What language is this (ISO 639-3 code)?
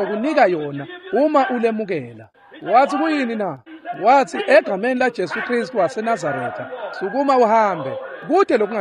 ssw